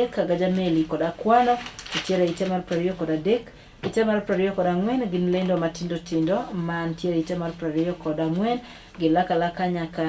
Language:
Luo (Kenya and Tanzania)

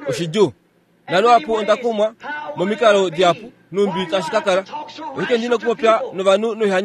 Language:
Kuanyama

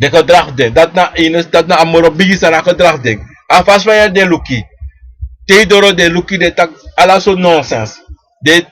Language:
Sranan Tongo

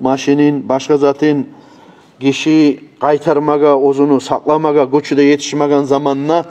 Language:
Kumyk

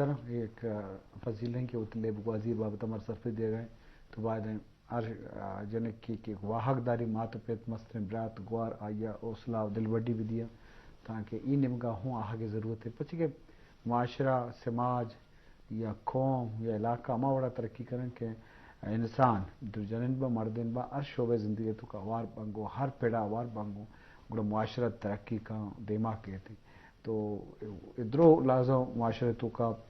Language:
Eastern Balochi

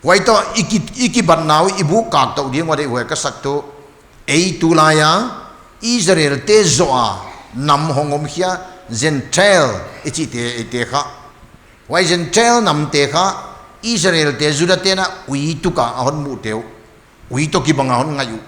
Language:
Paite Chin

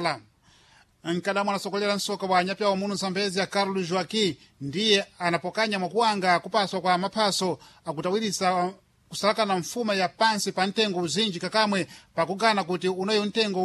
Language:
Sena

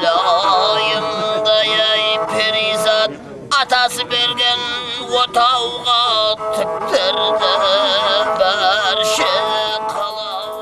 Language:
Kara-Kalpak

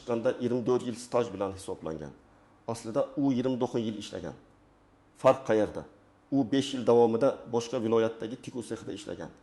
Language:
Uzbek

